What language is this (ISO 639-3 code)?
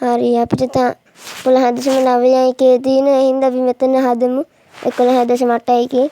sin